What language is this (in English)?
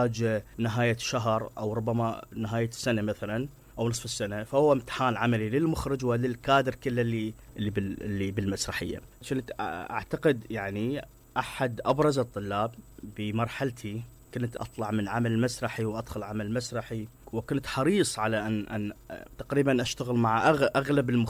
Mesopotamian Arabic